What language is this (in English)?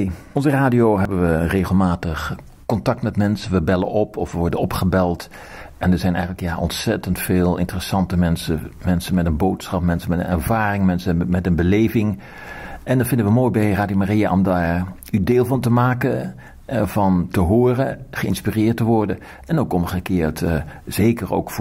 Dutch